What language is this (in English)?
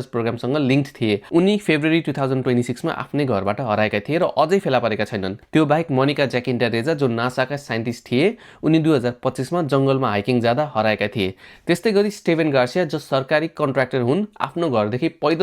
Nepali